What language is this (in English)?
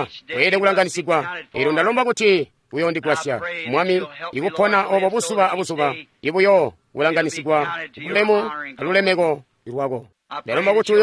Tonga (Zambia)